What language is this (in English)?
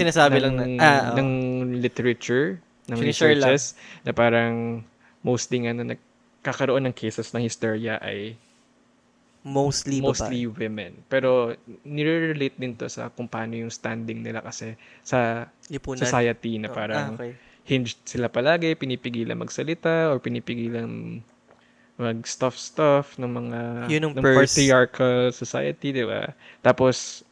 Filipino